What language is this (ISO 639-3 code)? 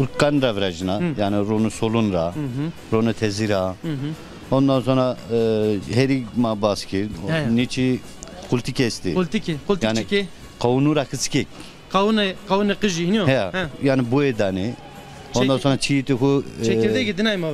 zza